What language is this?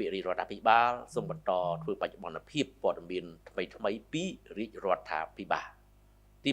Khmer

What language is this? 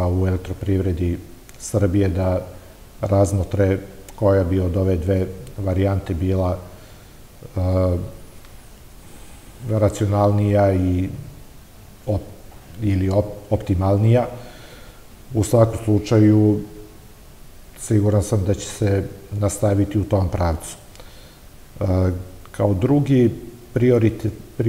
Serbian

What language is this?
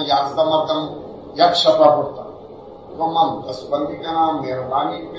Eastern Balochi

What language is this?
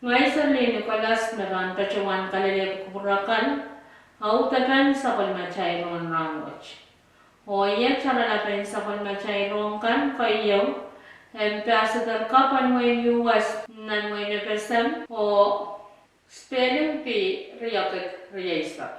Pohnpeian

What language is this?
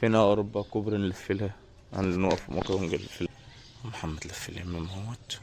Egyptian Arabic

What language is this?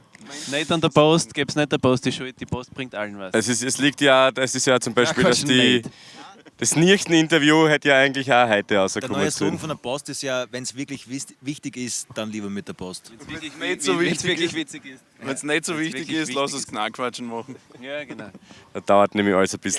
Bavarian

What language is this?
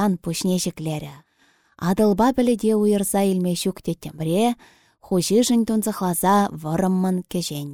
Chuvash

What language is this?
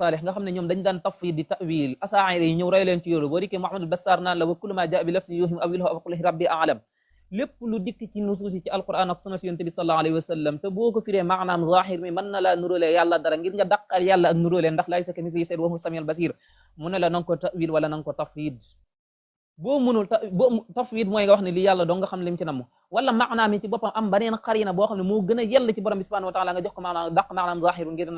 Wolof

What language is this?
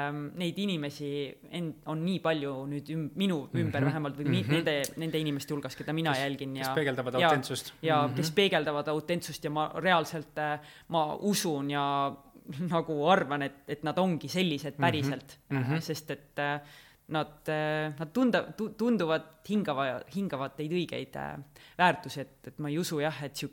Estonian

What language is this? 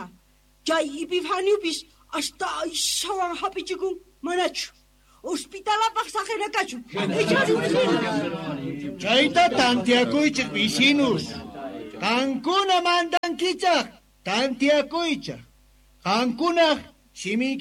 Quechua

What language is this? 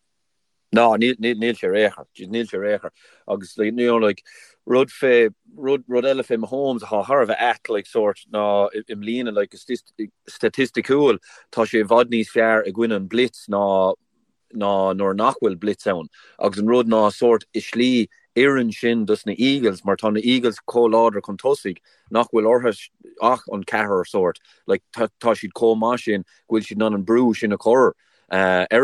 Irish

